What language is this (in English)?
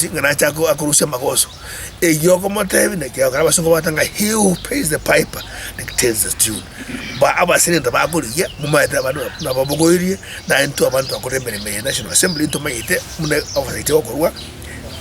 Gusii